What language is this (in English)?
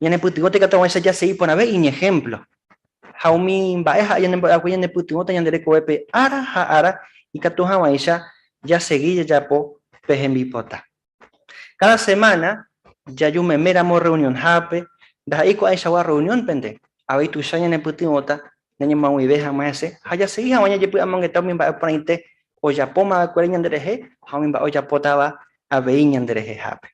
Guarani